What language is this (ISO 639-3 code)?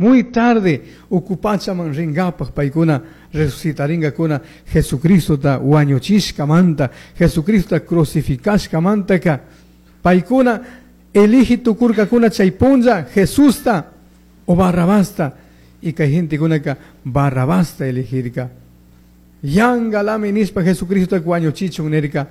qug